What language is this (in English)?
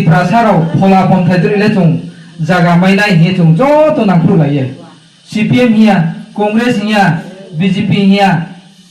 Riang (India)